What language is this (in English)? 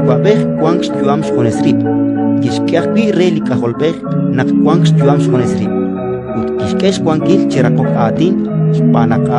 Kekchí